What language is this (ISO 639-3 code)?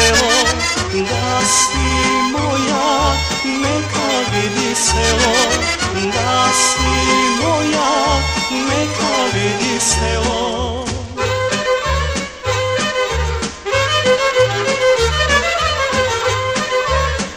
srp